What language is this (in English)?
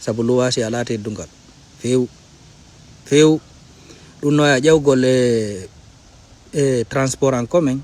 Fula